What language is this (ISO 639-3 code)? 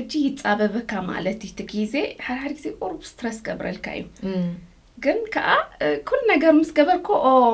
tir